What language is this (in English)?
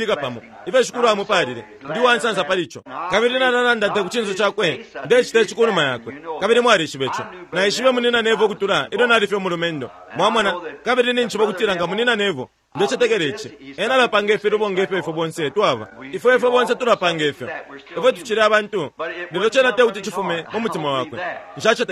Bemba